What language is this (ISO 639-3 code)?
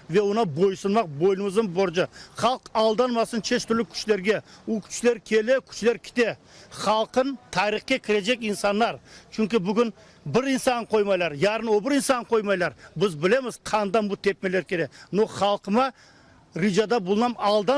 crh